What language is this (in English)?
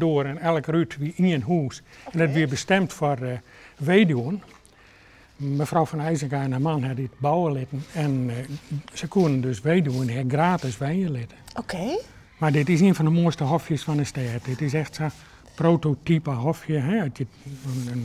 Western Frisian